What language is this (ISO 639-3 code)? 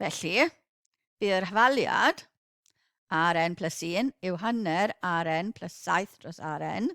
cym